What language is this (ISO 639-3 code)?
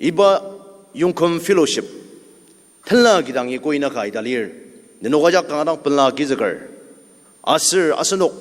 njo